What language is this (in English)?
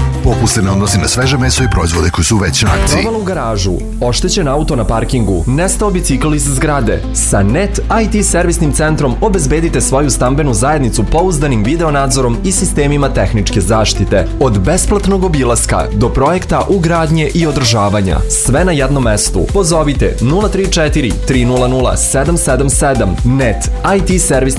Serbian